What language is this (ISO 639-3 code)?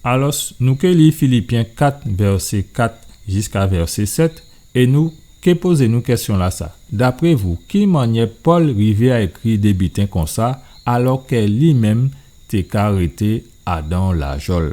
gcf